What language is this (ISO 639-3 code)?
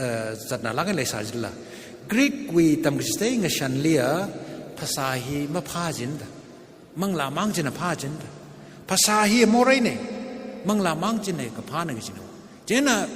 nmf